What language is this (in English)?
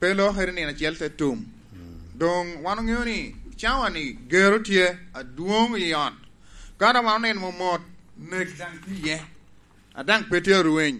Lango (Uganda)